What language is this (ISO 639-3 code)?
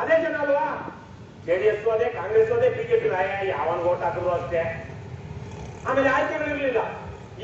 kan